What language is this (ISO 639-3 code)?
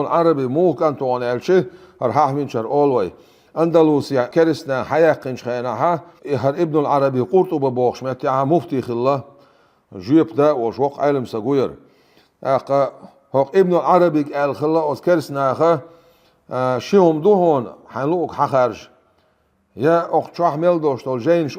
che